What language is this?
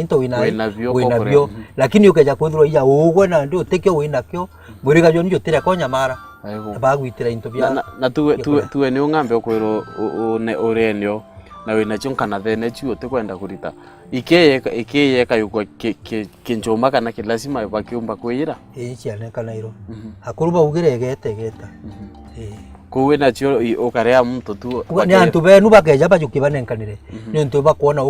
Meru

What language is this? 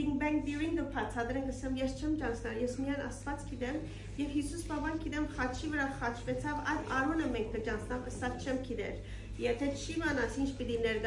Western Armenian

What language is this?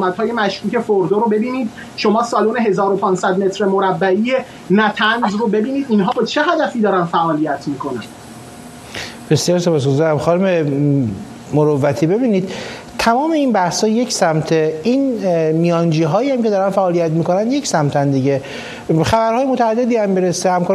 Persian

